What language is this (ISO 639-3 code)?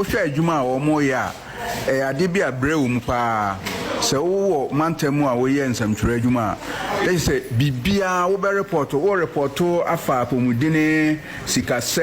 aka